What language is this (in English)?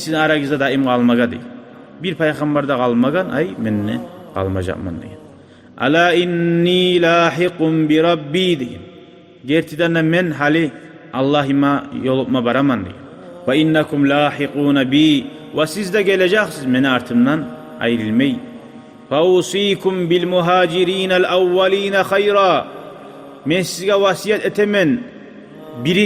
Kumyk